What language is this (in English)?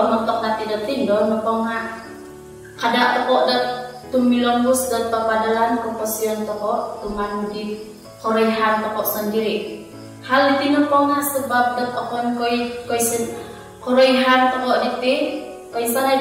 Central Dusun